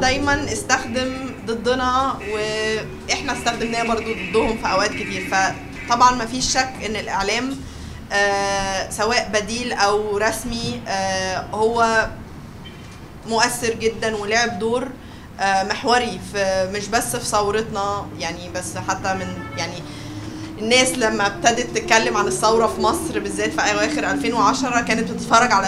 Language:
Egyptian Arabic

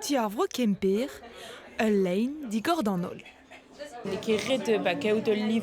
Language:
Breton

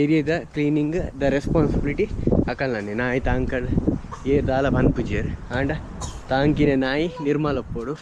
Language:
Tulu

